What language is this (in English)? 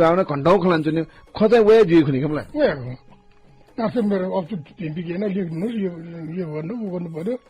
Newari